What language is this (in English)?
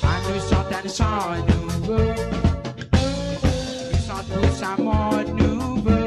Morisyen